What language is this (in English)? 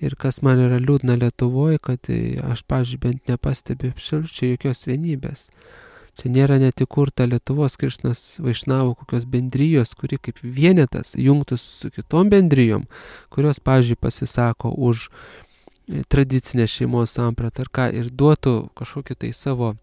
Lithuanian